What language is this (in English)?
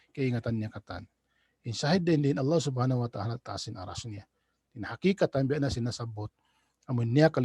Tausug